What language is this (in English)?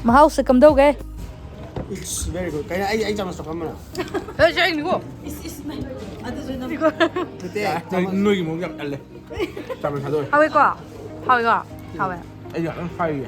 Manipuri